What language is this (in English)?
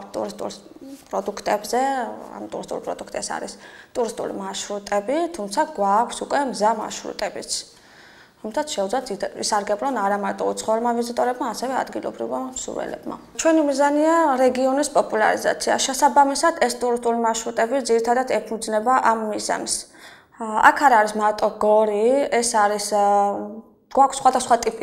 Georgian